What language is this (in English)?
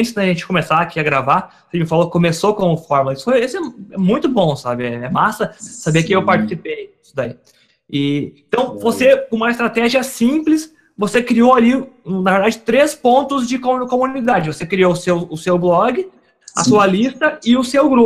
Portuguese